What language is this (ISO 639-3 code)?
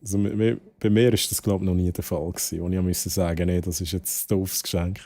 gsw